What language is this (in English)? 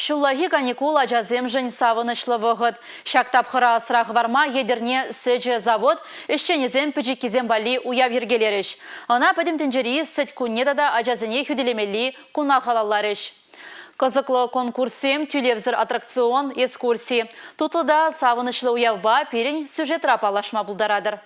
Chuvash